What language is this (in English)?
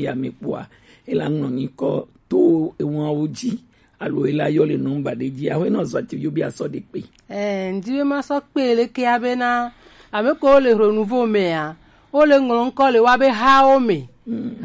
Gen